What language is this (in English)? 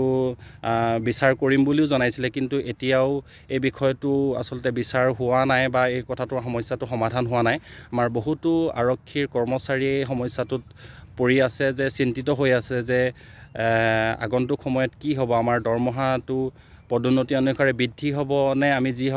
Assamese